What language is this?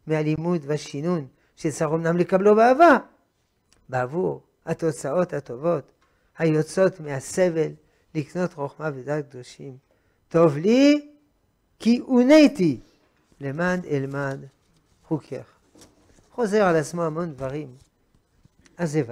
Hebrew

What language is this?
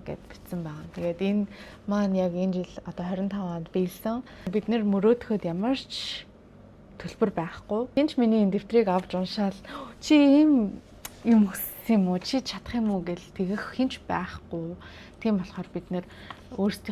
Mongolian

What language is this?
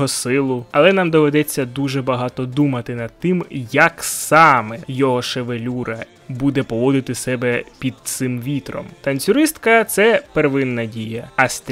Ukrainian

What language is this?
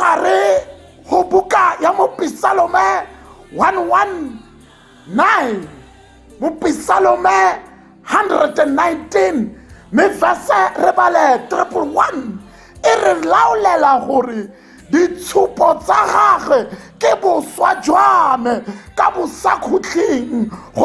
Tswana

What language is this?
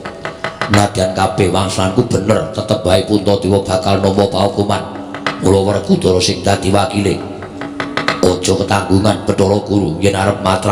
Javanese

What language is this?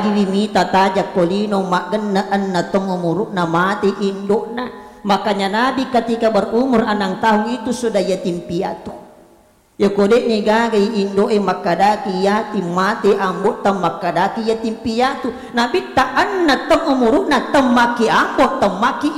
Buginese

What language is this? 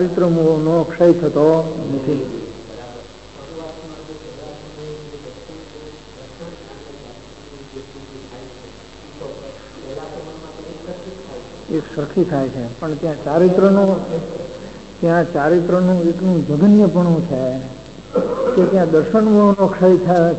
Gujarati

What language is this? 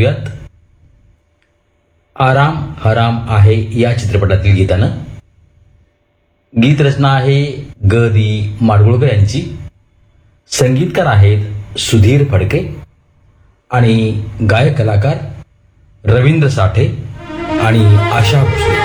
Marathi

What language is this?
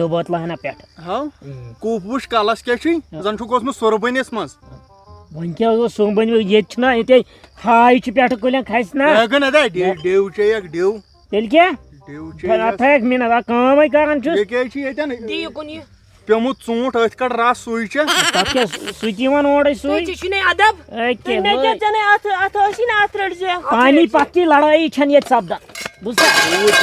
Kashmiri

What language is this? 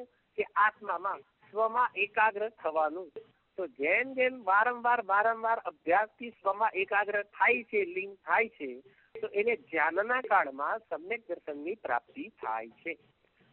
Gujarati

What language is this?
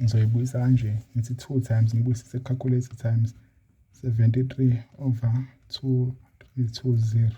Zulu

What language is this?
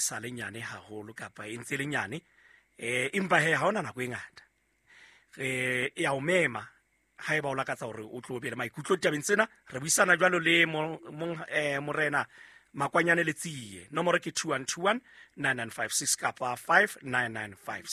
Southern Sotho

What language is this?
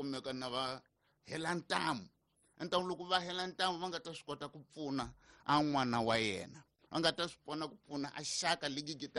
Tsonga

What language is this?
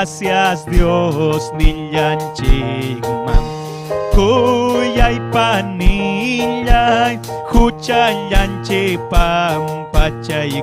Ayacucho Quechua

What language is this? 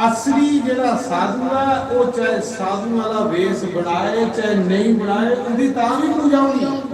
Dogri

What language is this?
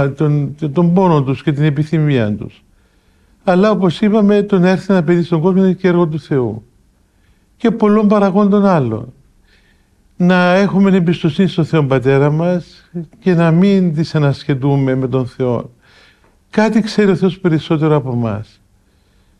Greek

